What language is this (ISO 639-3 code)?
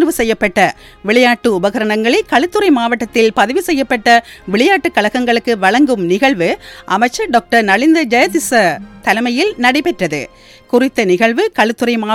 tam